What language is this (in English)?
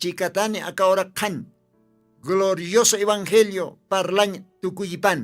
Aymara